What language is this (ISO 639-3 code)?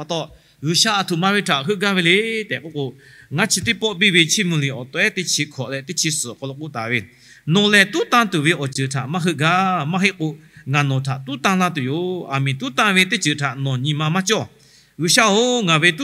lhu